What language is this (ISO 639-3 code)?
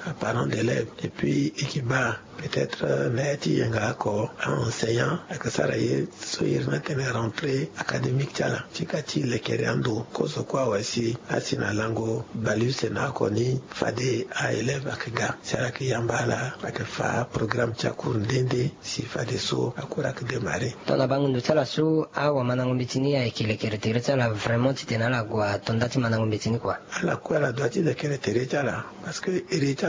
sag